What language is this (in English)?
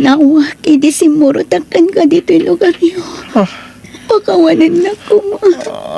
Iloko